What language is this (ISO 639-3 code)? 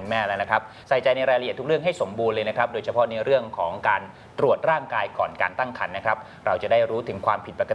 tha